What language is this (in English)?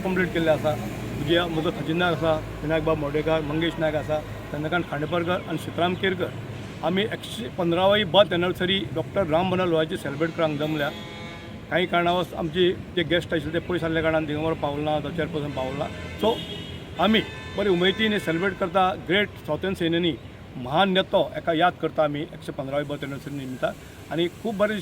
Konkani